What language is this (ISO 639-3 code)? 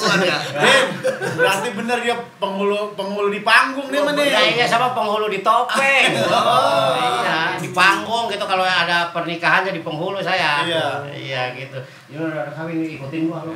bew